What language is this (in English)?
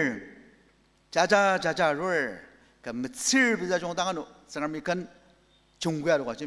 Ao Naga